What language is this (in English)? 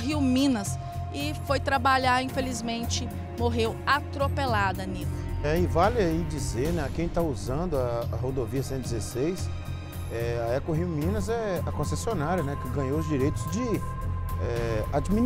Portuguese